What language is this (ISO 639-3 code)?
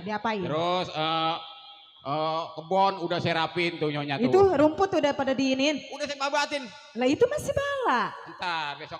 bew